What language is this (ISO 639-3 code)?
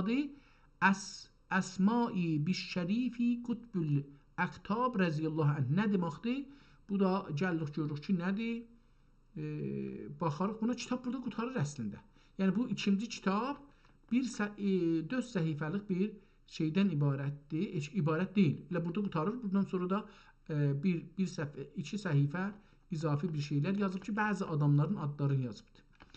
azb